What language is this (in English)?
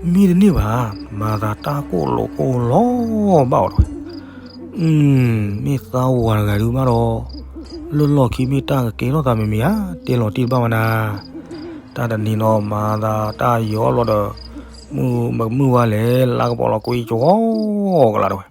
S'gaw Karen